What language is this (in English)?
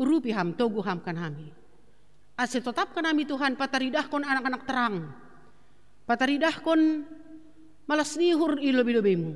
Batak Simalungun